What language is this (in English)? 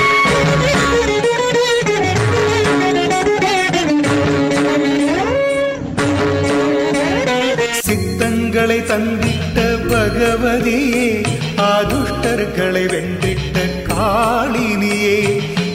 Tamil